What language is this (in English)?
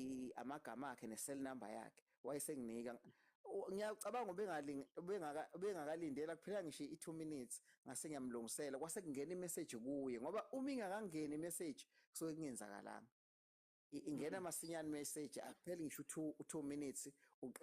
Zulu